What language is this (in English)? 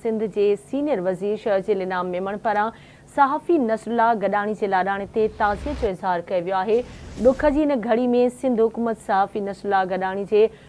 Sindhi